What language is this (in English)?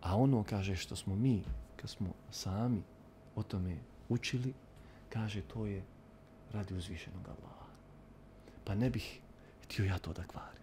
Bosnian